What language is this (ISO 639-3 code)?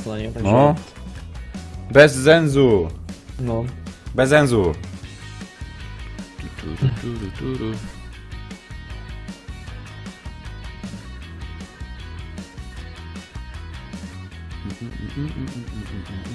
pol